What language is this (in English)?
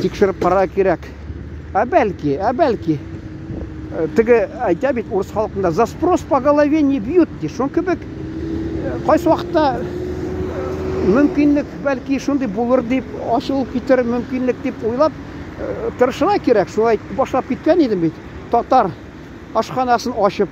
Tatar